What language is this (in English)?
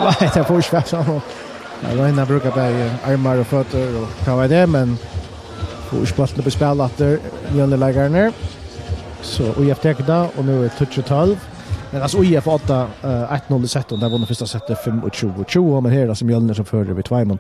Faroese